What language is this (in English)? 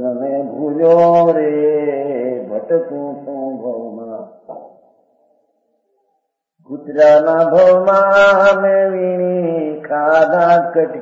Gujarati